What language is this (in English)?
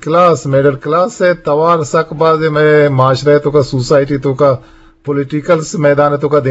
Eastern Balochi